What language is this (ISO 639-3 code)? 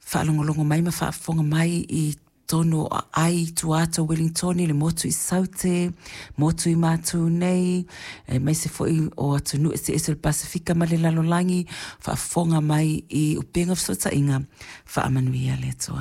smo